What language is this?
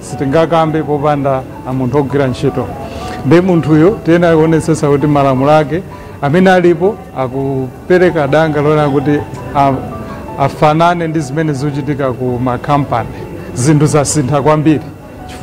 Nyanja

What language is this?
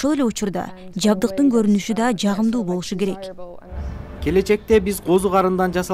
Kyrgyz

